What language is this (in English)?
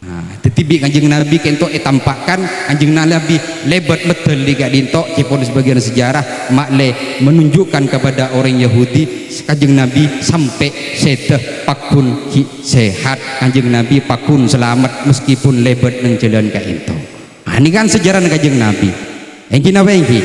Madurese